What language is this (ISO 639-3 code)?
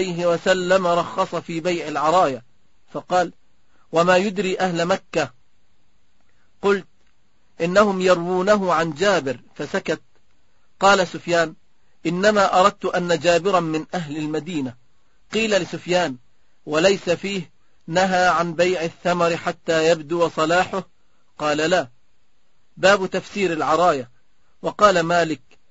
ara